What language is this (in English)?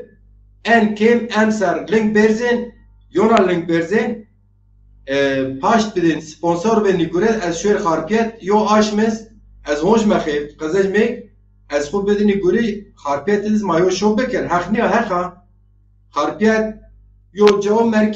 Zaza